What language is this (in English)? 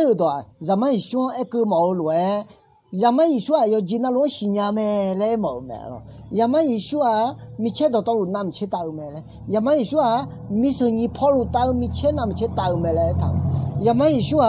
Akha